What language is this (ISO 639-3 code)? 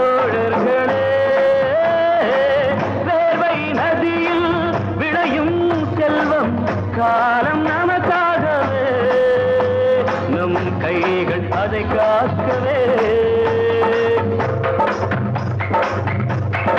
tam